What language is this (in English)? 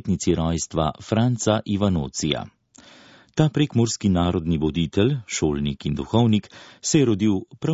Slovenian